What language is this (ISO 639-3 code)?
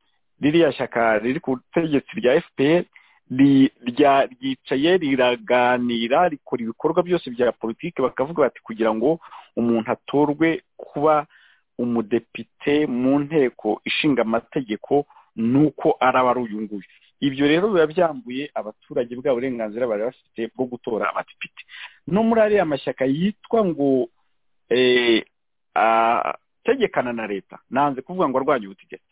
kin